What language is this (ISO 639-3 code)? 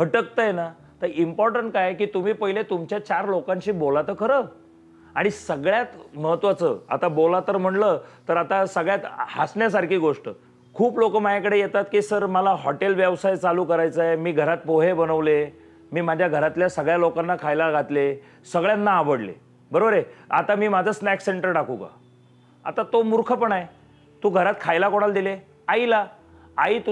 mar